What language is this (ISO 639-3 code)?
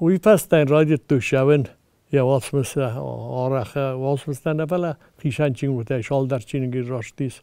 oss